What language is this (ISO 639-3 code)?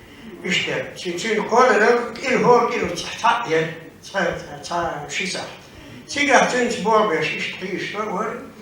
che